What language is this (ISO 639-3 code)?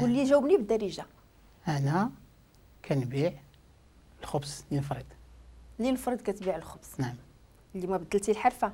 ary